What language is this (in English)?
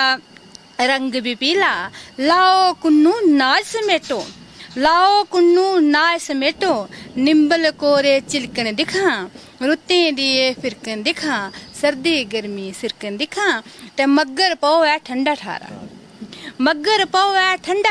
Dogri